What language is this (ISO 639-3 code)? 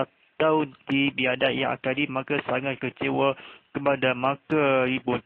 msa